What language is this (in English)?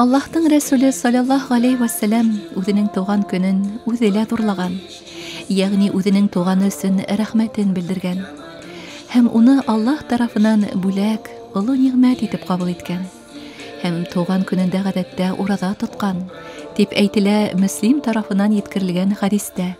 Bashkir